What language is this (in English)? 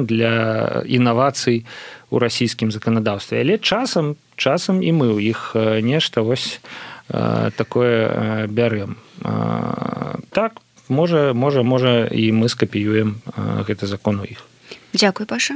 Belarusian